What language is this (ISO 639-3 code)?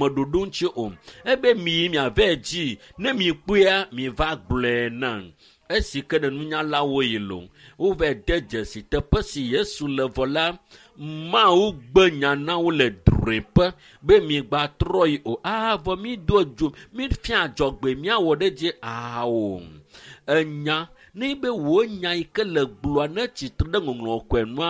ewe